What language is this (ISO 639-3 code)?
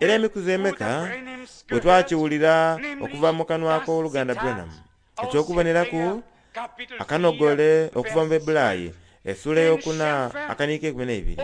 xog